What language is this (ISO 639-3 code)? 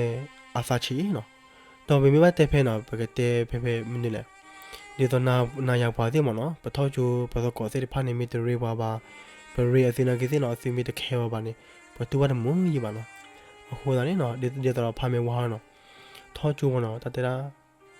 ksw